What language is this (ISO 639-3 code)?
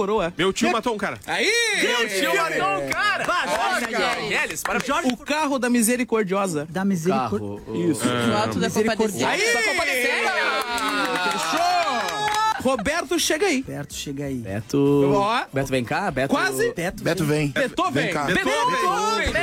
por